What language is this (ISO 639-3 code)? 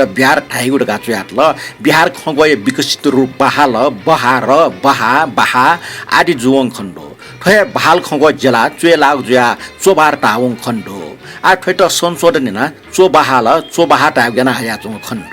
new